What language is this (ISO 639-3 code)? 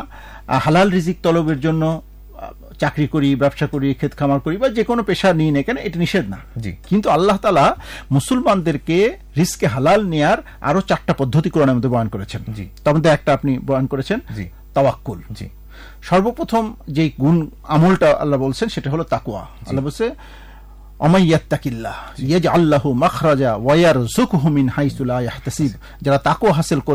ben